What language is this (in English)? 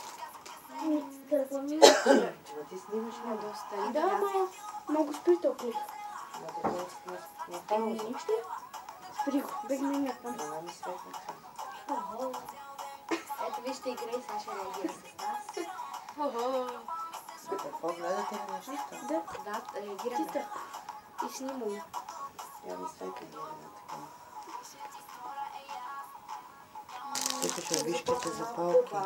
Bulgarian